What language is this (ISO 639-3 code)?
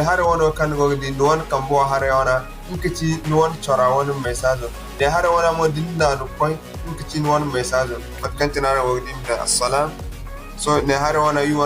dje